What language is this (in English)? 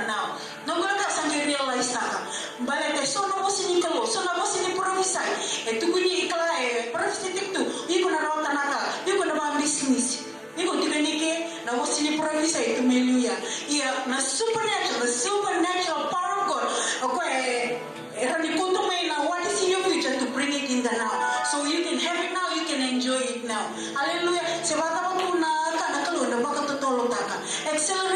Fijian